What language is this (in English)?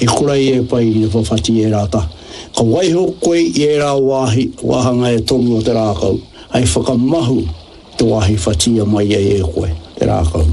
Māori